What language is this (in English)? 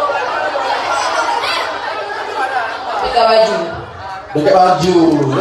Malay